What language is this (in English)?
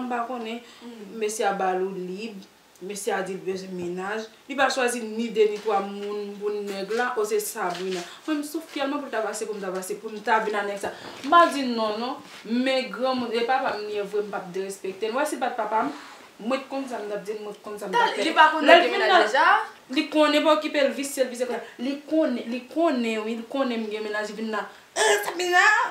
Haitian Creole